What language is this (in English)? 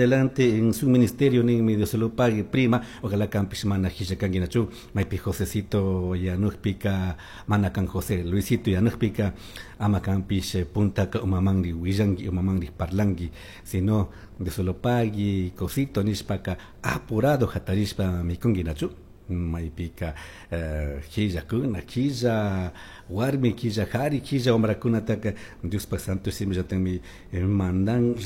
Chimborazo Highland Quichua